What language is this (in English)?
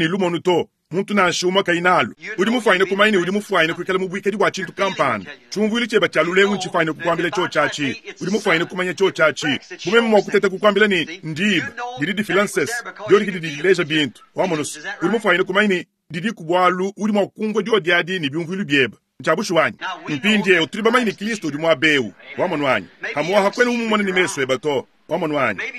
Luba-Lulua